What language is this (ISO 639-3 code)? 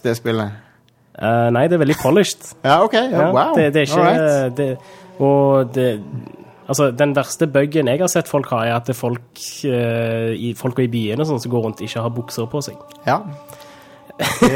nor